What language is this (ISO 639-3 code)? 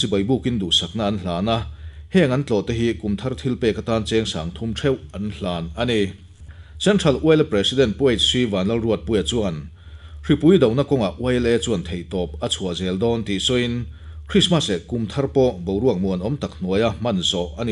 lus